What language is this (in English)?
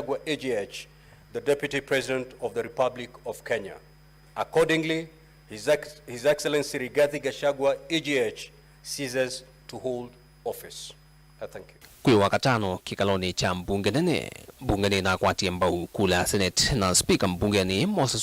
Kamba